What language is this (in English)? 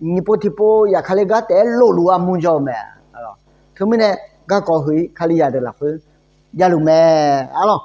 Akha